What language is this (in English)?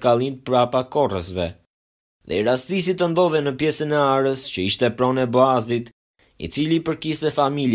Albanian